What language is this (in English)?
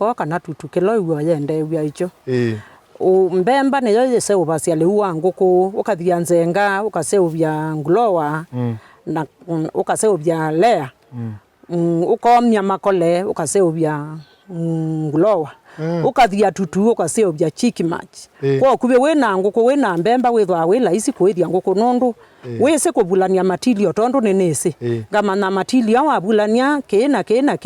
Kamba